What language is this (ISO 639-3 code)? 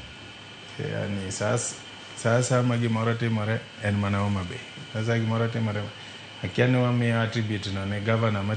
luo